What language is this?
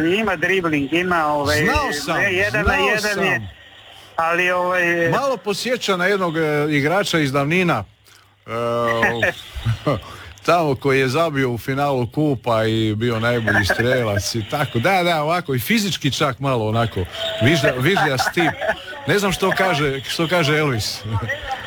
Croatian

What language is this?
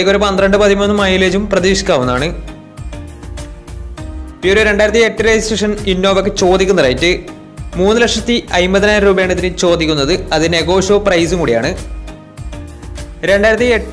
Malayalam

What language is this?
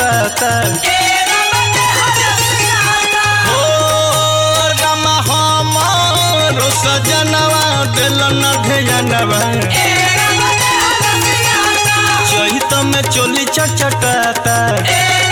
Bhojpuri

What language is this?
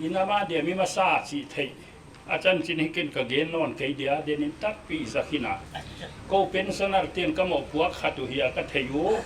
Paite Chin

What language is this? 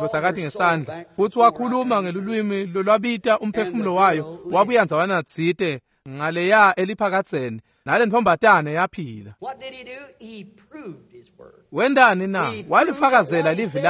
Swati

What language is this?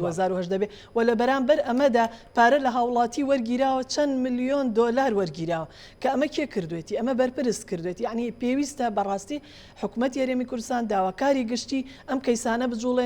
Central Kurdish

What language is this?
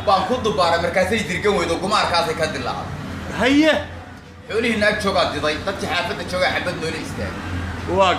Somali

